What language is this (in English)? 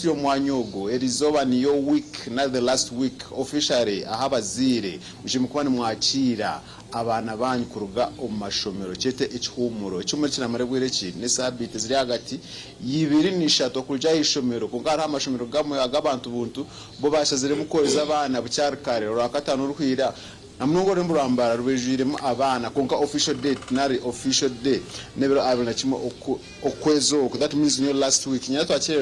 Nyankole